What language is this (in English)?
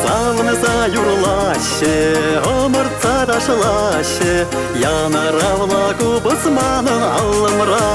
Chuvash